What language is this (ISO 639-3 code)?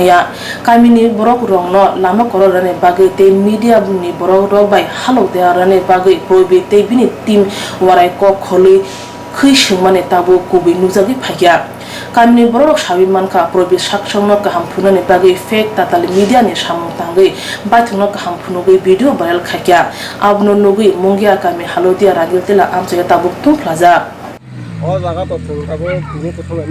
trp